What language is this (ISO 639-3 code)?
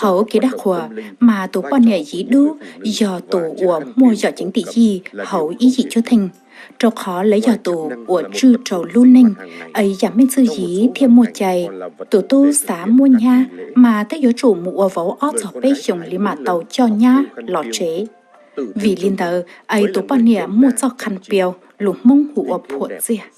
hmn